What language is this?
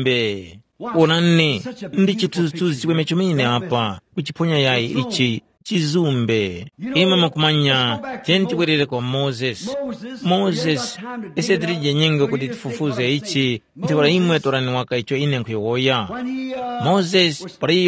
Tumbuka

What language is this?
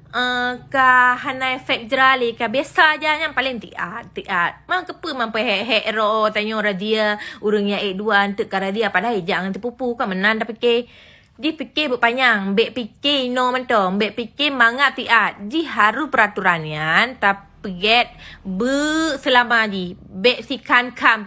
Achinese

